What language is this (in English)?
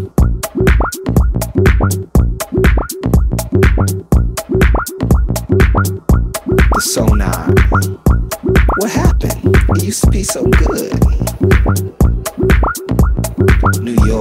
English